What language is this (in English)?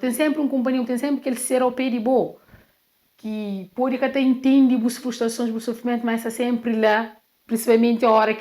Kabuverdianu